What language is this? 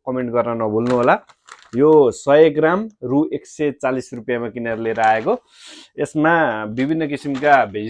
Nepali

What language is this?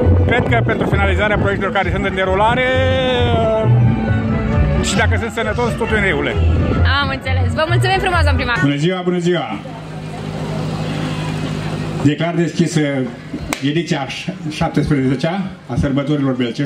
Romanian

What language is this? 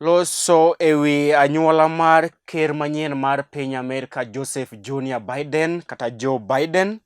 Luo (Kenya and Tanzania)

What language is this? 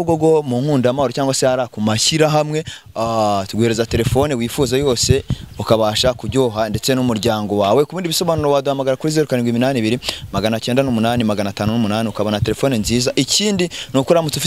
Kinyarwanda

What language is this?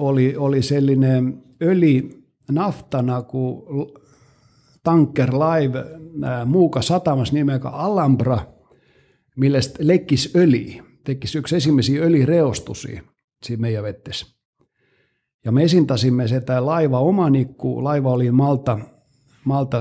Estonian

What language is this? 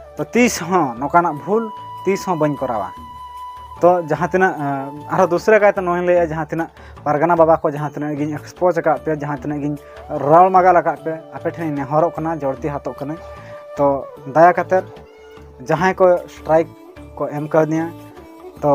Santali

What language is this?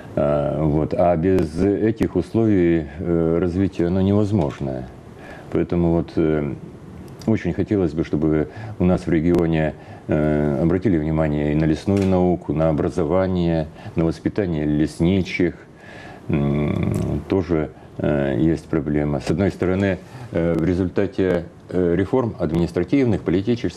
Russian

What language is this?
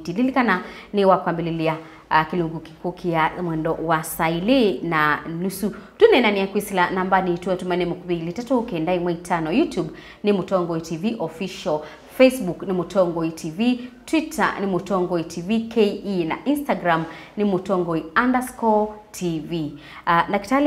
Kamba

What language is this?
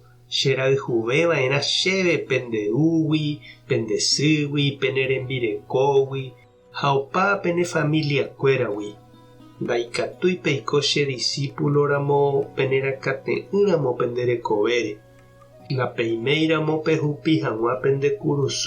Guarani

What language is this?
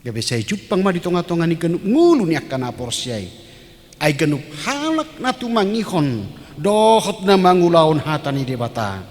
Batak Toba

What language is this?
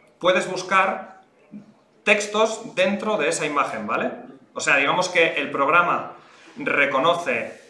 Spanish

